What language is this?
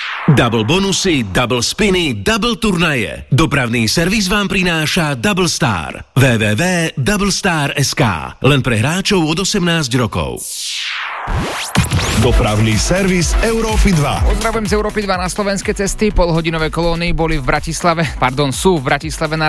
Slovak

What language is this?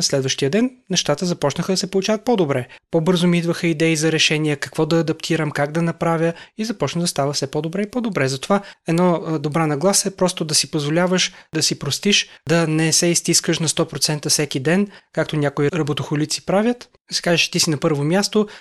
Bulgarian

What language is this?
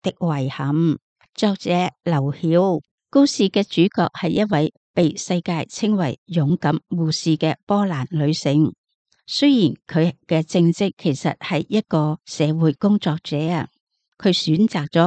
Cantonese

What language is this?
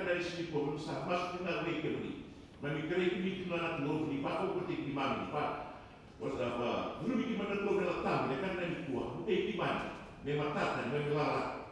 Fijian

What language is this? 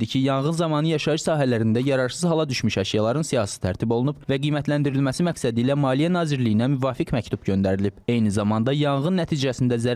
Azerbaijani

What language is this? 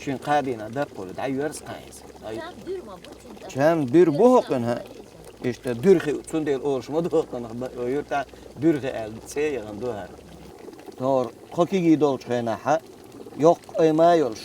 Chechen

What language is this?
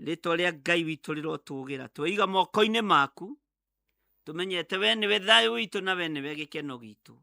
Kikuyu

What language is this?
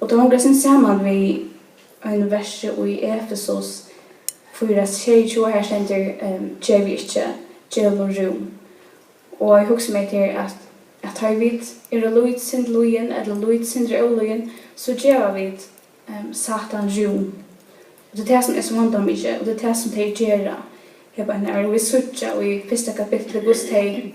Faroese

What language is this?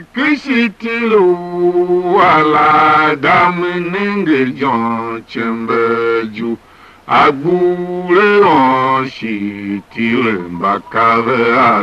Tiv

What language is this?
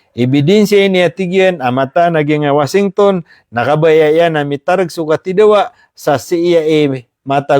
Maranao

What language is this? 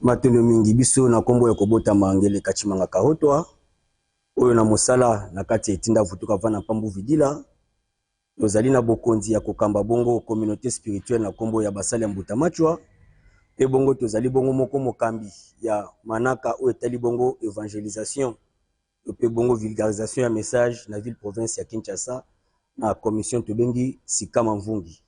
Lingala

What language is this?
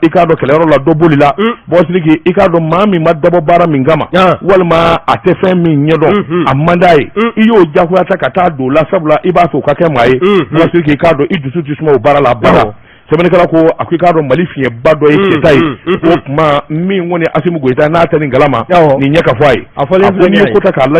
Bambara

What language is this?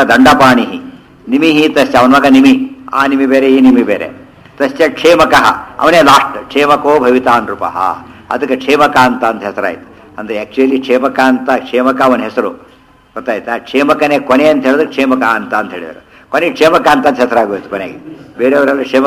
Kannada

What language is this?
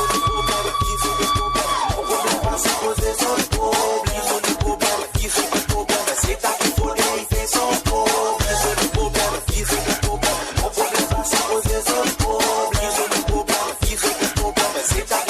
Morisyen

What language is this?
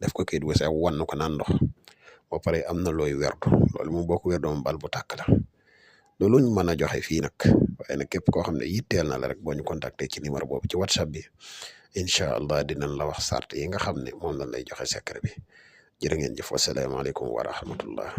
Wolof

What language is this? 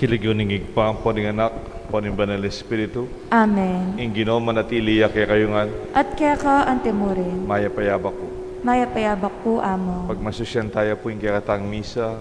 Pampanga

